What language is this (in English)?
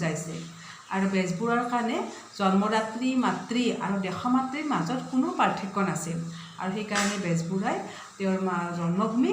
Assamese